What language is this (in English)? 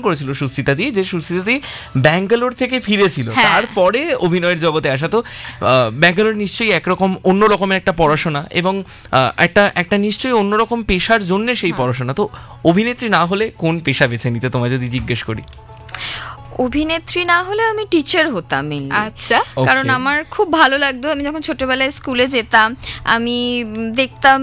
Bangla